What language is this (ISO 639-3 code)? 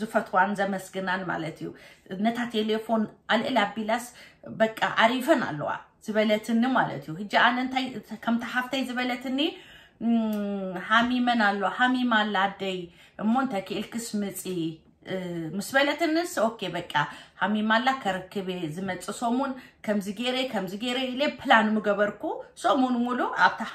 tir